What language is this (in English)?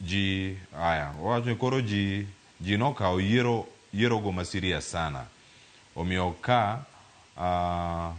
Luo (Kenya and Tanzania)